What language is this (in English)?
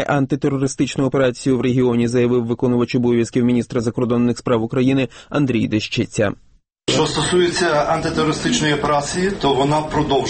Ukrainian